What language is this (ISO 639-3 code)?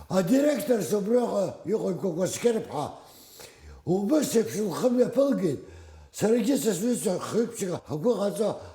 abk